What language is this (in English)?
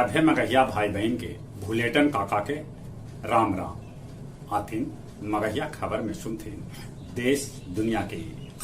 Magahi